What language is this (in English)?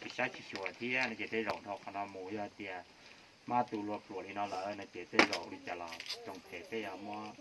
Hmong